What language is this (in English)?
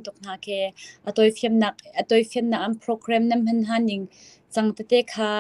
Hakha Chin